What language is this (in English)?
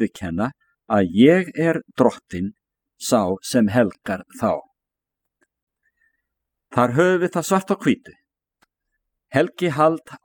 Icelandic